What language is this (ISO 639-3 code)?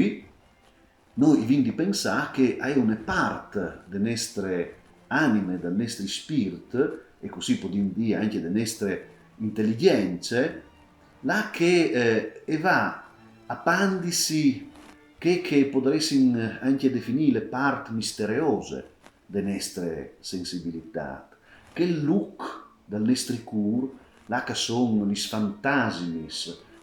fur